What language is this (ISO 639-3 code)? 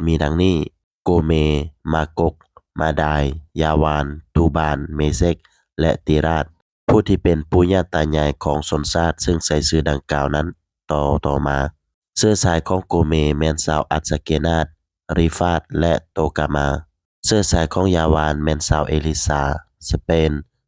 lao